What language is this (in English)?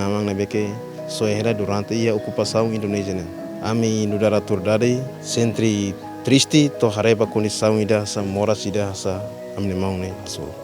Tetum